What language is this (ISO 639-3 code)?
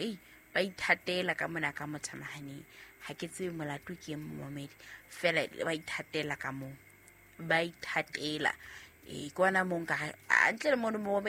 sot